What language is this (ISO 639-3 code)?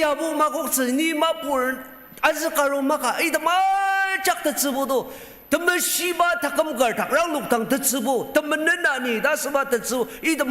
njo